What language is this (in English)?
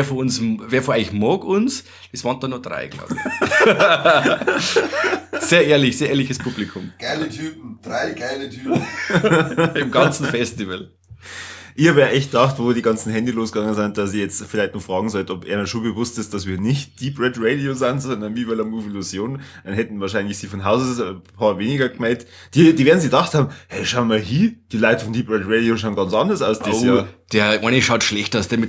Bavarian